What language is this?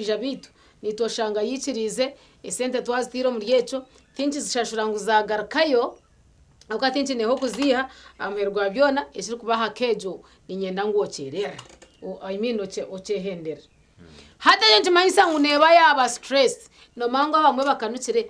Nyankole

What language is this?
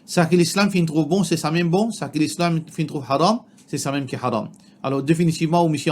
Morisyen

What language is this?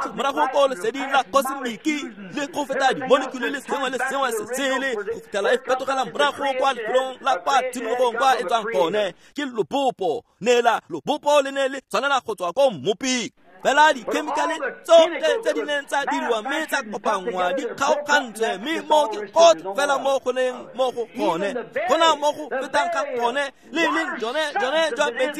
Tswana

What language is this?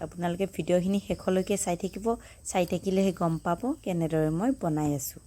Assamese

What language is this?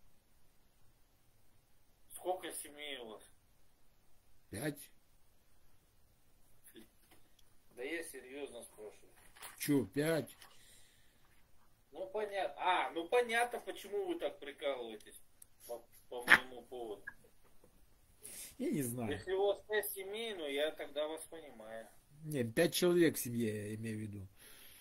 Russian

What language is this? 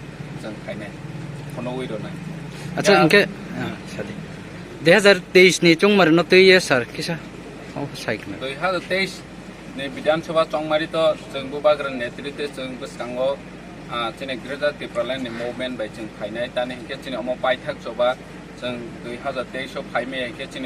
Kok Borok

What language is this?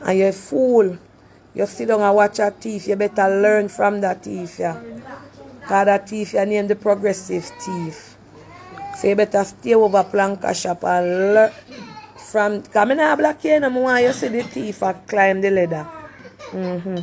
Jamaican Creole English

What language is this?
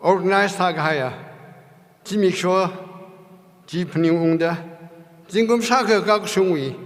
Tangkhul Naga (India)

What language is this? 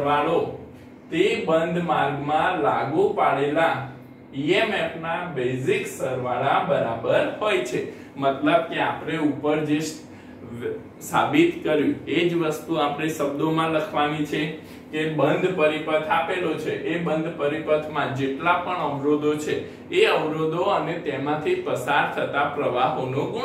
Gujarati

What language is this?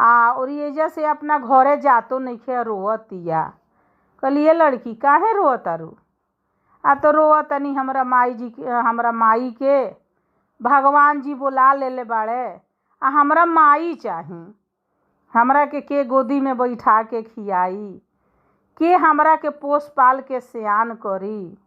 Bhojpuri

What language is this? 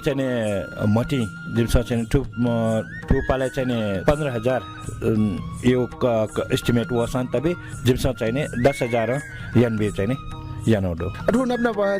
Newari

